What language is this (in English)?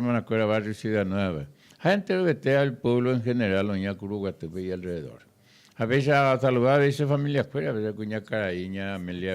Guarani